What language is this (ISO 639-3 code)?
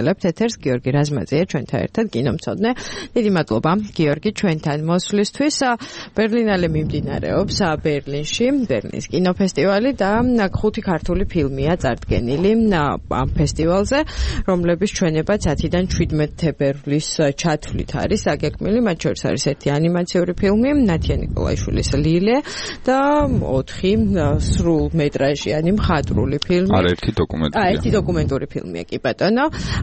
kat